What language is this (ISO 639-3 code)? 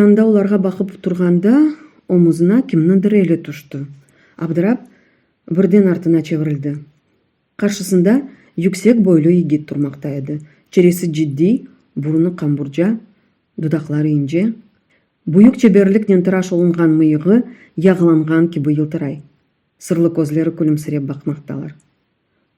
crh